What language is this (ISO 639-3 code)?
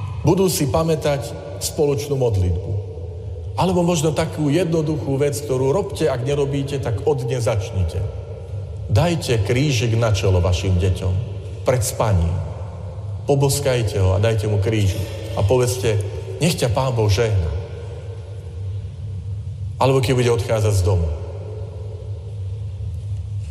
slk